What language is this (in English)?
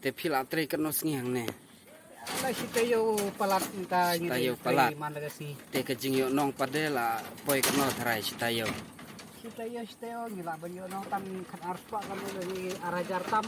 Khasi